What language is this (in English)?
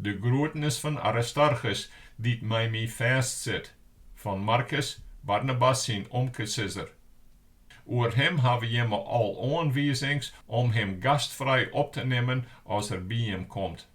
Western Frisian